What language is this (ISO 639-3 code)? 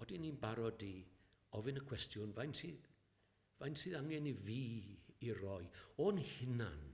cym